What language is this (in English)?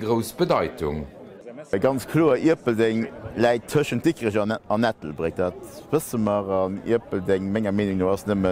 Luxembourgish